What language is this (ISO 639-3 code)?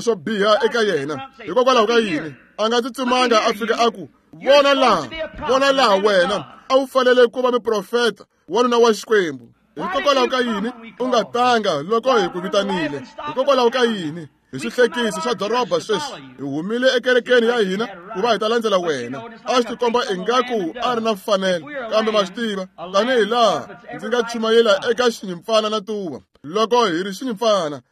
tso